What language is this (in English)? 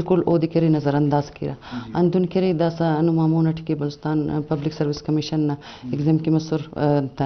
Eastern Balochi